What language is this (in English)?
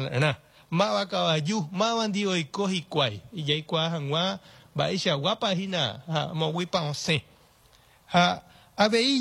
Guarani